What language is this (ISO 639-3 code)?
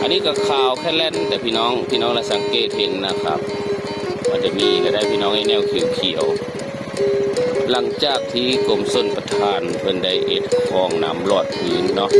tts